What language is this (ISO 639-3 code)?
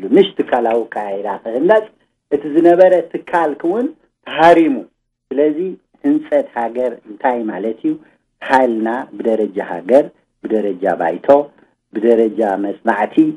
tir